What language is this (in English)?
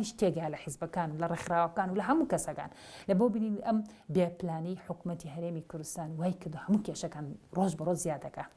Central Kurdish